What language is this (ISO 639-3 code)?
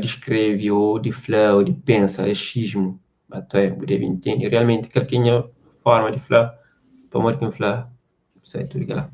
kea